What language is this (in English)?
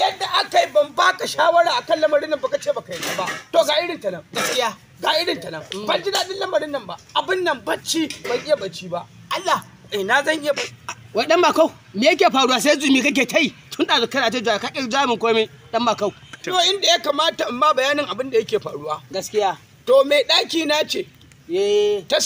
Hausa